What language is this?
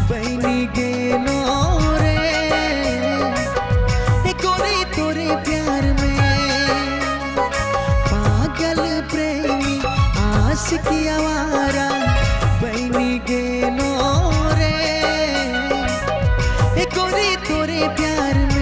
Sadri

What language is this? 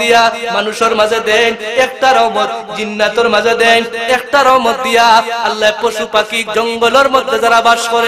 Sylheti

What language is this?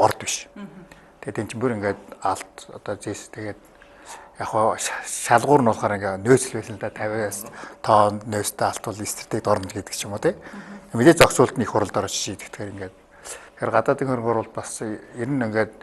Mongolian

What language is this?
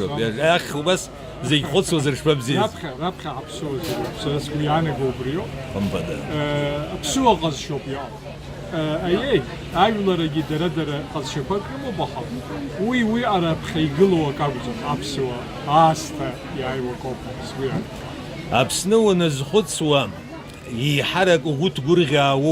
Abkhazian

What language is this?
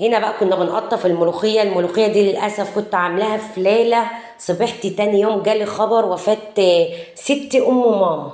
Egyptian Arabic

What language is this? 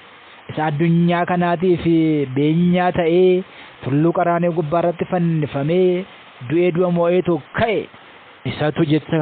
Oromo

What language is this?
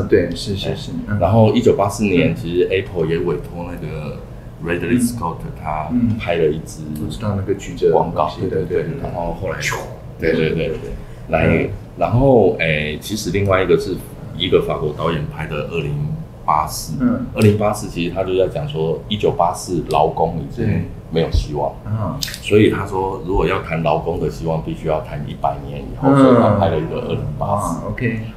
Chinese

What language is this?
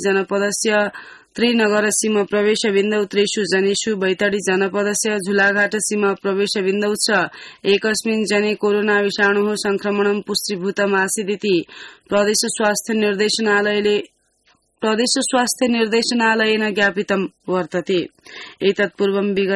Sanskrit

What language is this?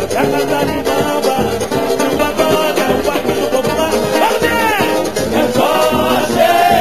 Portuguese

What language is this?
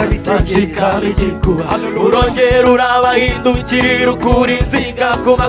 Kinyarwanda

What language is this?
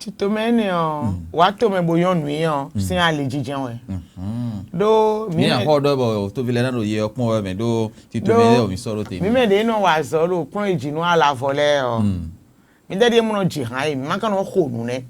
Fon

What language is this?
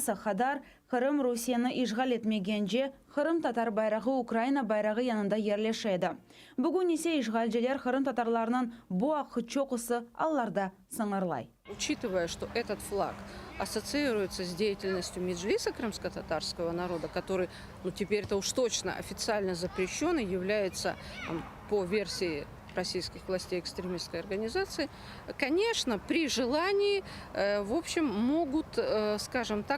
Crimean Tatar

